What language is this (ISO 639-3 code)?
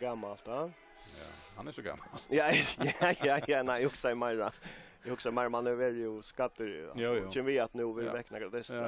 fao